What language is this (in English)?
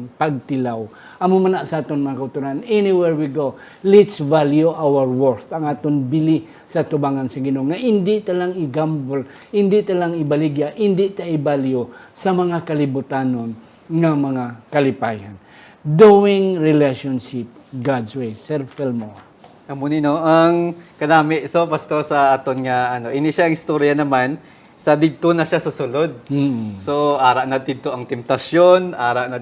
Hiligaynon